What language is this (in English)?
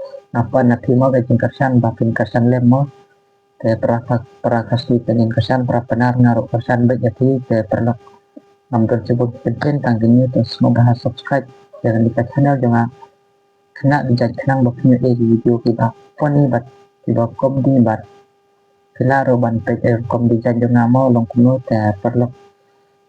Khasi